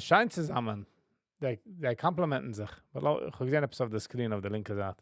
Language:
Yiddish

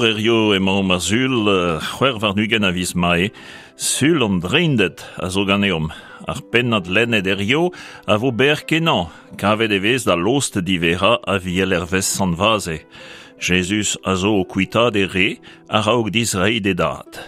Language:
Breton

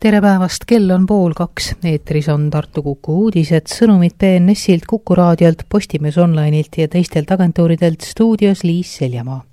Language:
Estonian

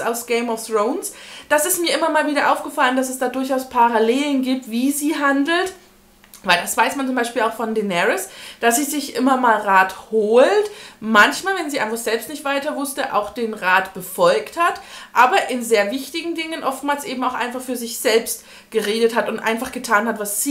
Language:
German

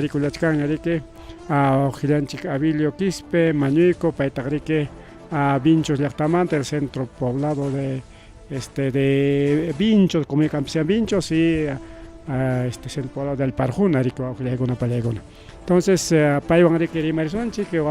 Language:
Ayacucho Quechua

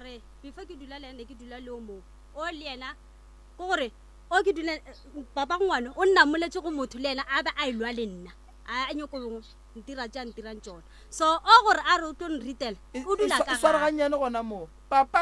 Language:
Northern Sotho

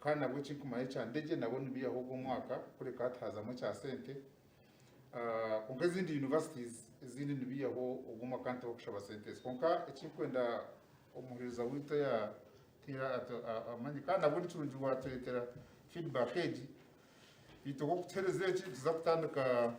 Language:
Nyankole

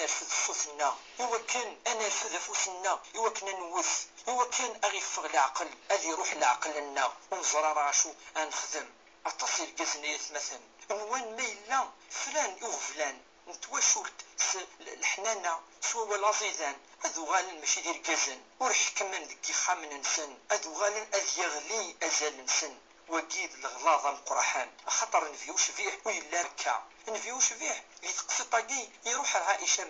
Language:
Kabyle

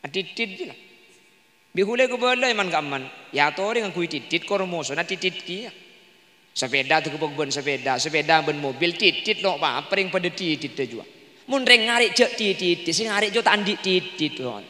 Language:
Madurese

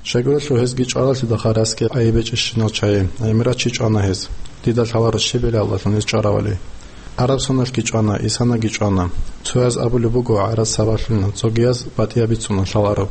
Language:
Avaric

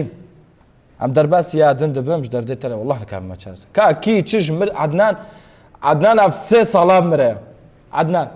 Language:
Kurdish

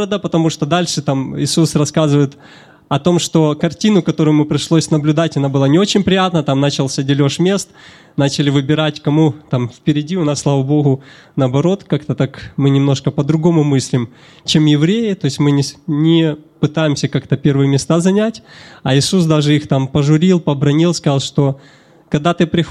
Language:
Russian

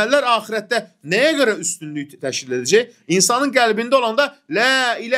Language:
Azerbaijani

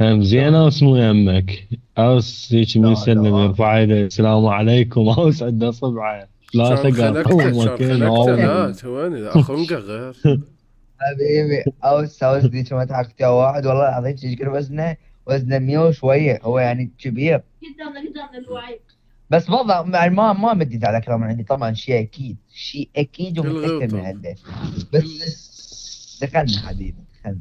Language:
Mesopotamian Arabic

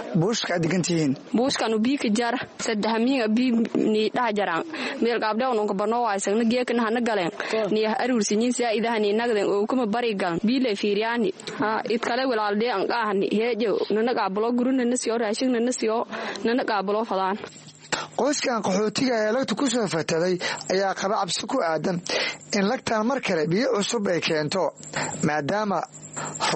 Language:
Somali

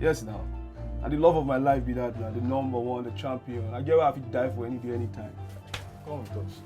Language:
Nigerian Pidgin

